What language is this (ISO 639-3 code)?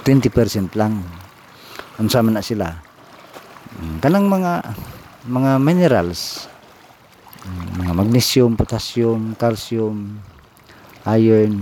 ceb